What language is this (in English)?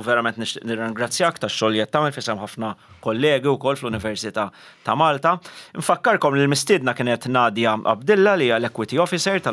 Maltese